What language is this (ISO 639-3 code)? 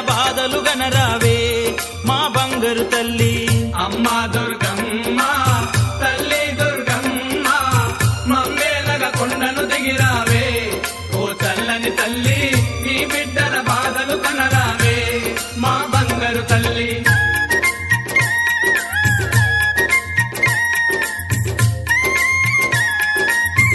tel